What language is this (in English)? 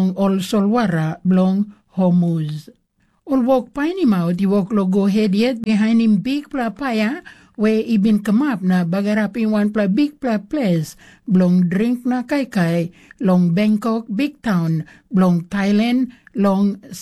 Tok Pisin